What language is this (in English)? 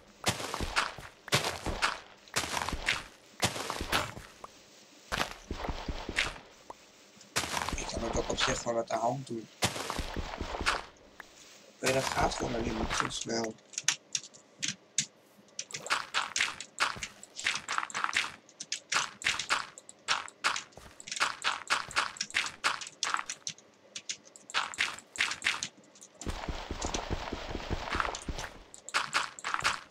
Dutch